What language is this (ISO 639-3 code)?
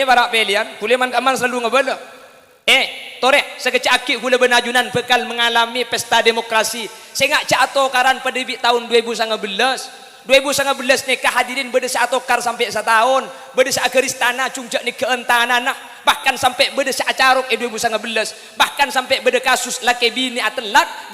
mad